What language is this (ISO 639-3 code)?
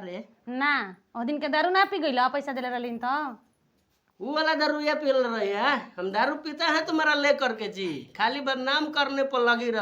bho